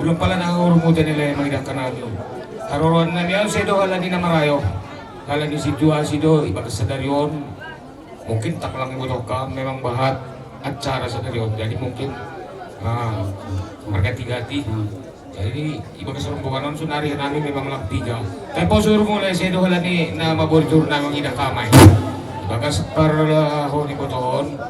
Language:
Batak Simalungun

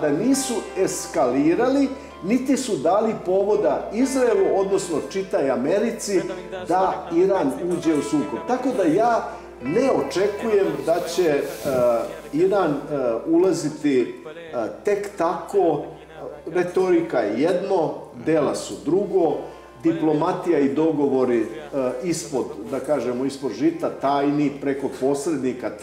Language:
Serbian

